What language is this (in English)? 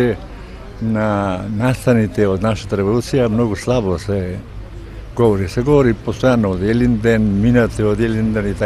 Macedonian